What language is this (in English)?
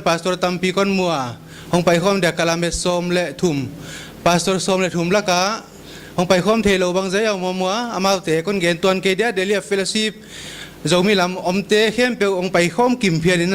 Paite Chin